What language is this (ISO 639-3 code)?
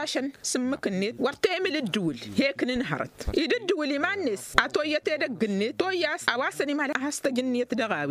taq